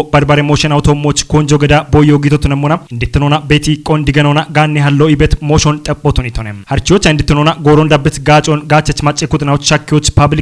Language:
Kafa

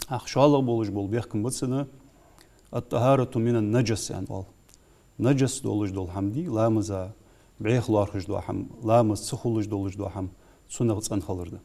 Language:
Ingush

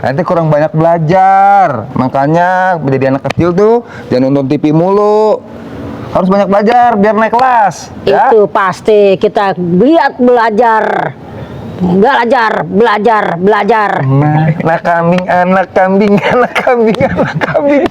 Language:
Betawi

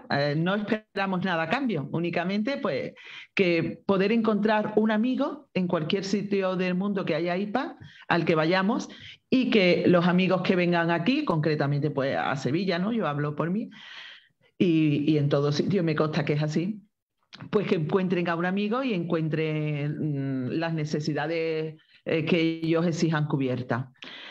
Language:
Spanish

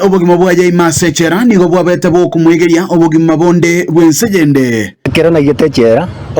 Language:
Gusii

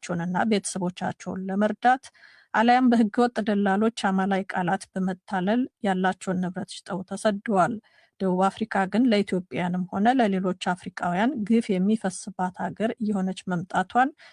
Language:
Amharic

